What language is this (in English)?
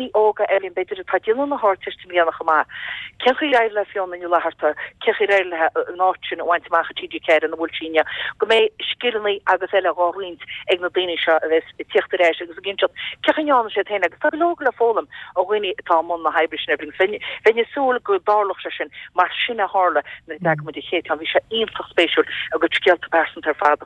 Irish